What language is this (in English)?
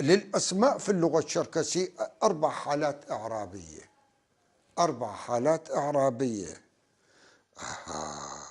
North Levantine Arabic